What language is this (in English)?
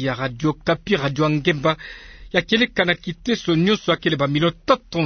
Kituba (Democratic Republic of Congo)